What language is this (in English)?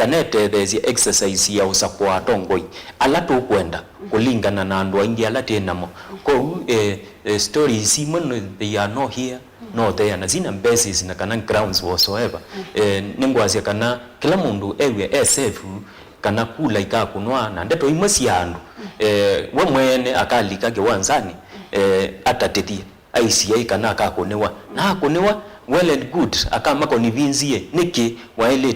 Kamba